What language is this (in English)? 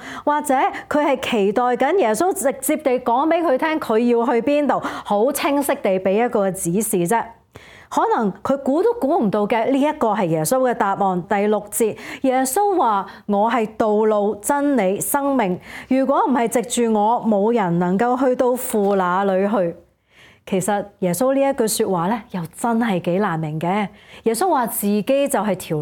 Cantonese